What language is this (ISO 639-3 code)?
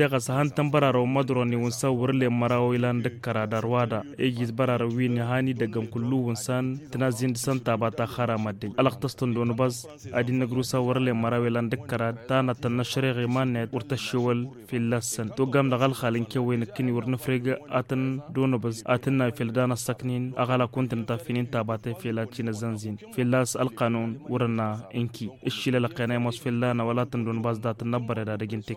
taq